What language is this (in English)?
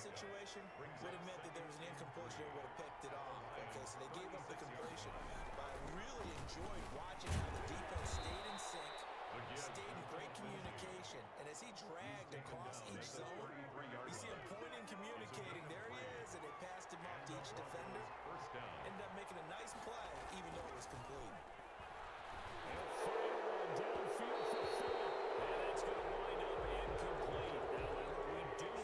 English